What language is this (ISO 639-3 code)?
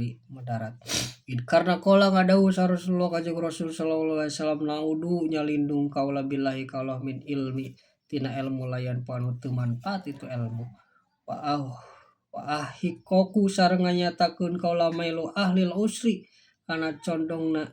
sun